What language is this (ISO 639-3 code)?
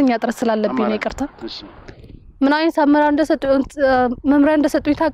amh